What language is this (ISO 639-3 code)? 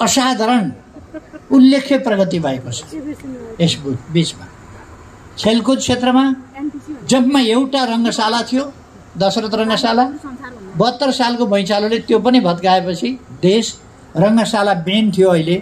nep